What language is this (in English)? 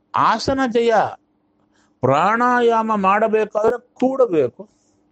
Kannada